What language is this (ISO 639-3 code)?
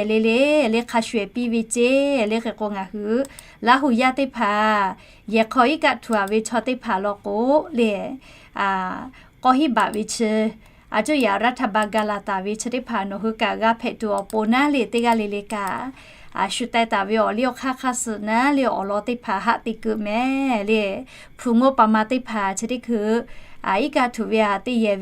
lhu